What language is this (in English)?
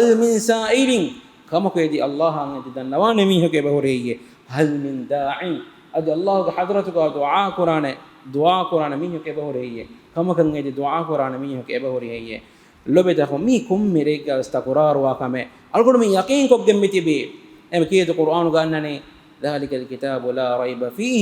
Divehi